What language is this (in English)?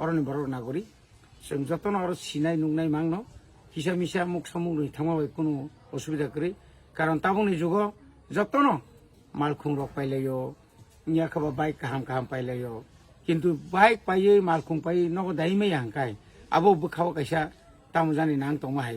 Kok Borok